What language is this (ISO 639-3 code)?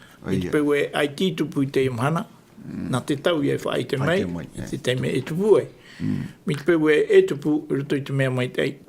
tah